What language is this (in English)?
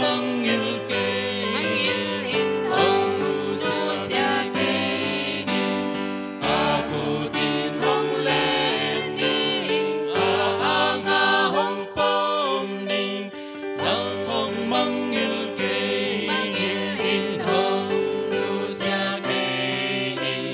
Tedim Chin